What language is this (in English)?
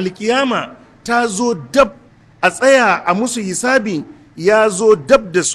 Hausa